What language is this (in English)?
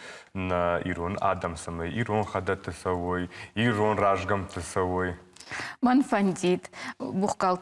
Ossetic